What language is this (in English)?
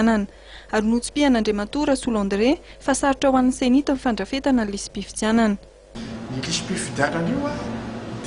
Malagasy